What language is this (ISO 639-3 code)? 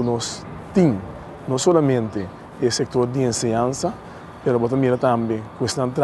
pap